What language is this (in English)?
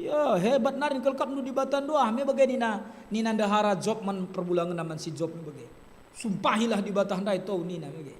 Batak Karo